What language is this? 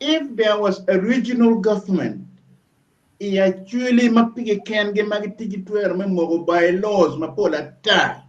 Acoli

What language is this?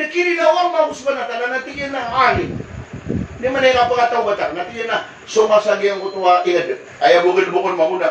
Maranao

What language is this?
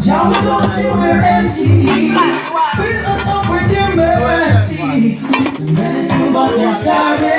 Jamaican Creole English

